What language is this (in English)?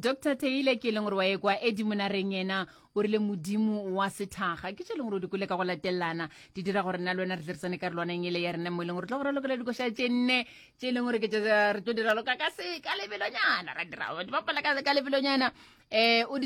Northern Sotho